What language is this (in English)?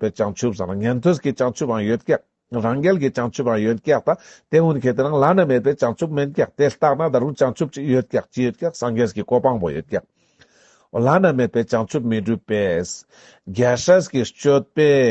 Ladakhi